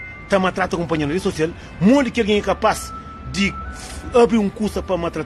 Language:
Kabuverdianu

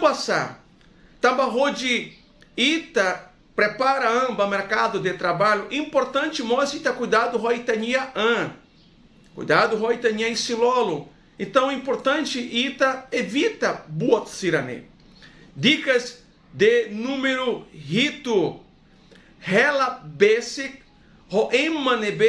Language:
Tetum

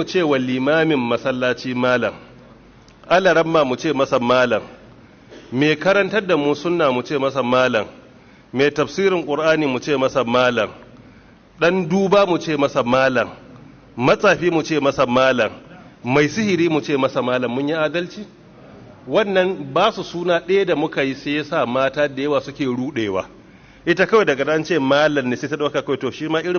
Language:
Hausa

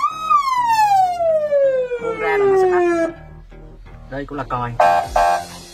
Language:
Vietnamese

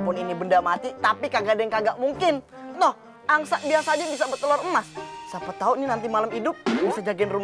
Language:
Betawi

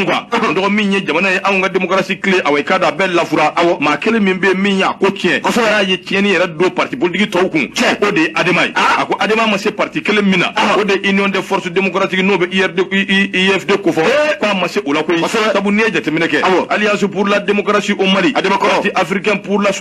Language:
Bambara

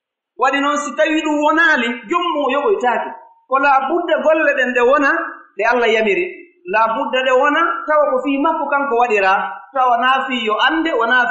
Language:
Pular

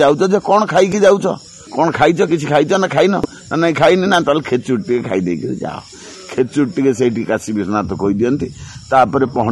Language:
Odia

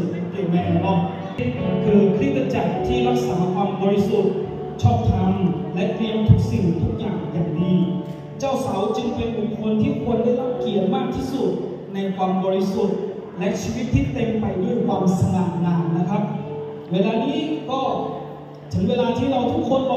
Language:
Akha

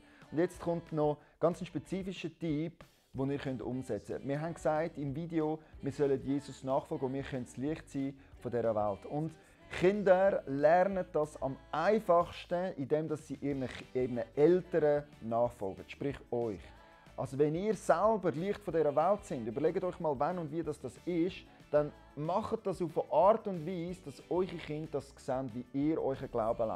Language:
Swiss German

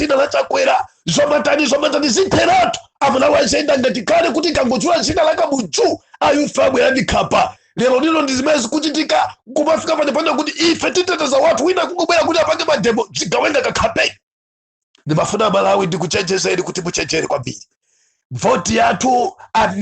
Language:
Nyanja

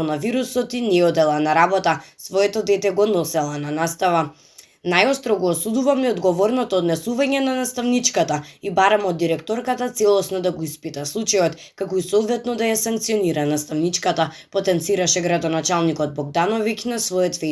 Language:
Macedonian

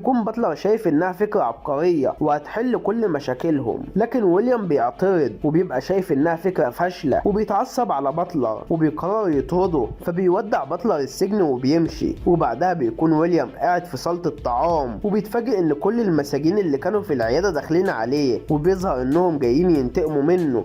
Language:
Egyptian Arabic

